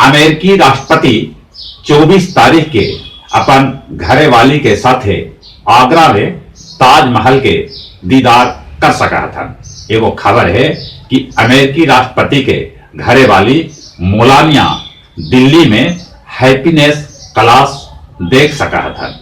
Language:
Magahi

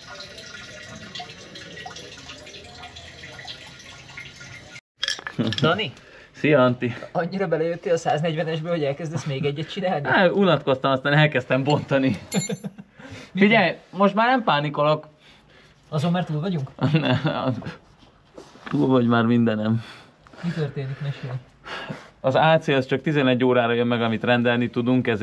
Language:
Hungarian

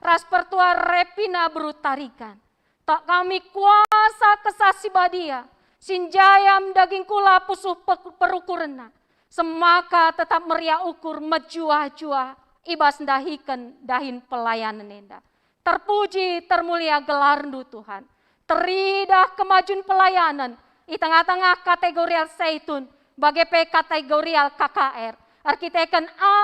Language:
Batak Karo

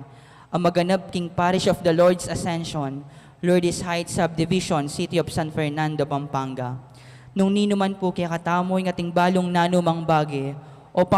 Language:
Pampanga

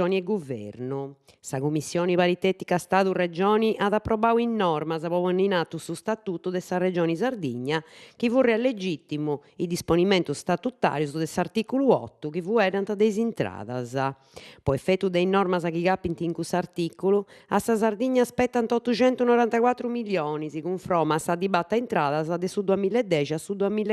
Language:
Sardinian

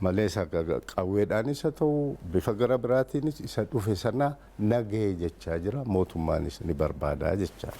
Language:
Oromo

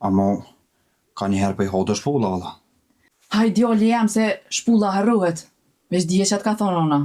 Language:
Albanian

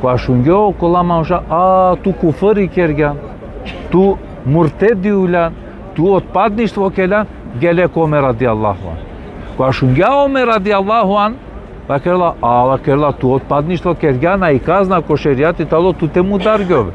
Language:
Balkan Romani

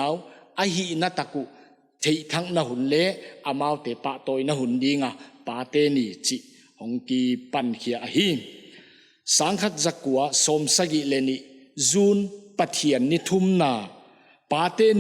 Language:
Paite Chin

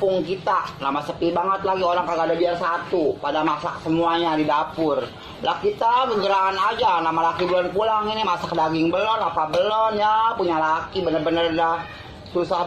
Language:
Betawi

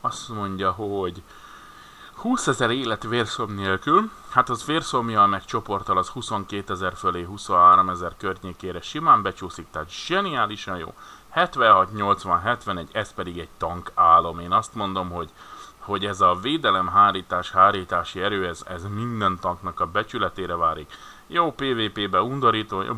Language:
Hungarian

